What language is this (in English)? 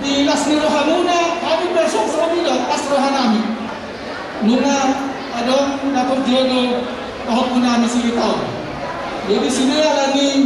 Batak Toba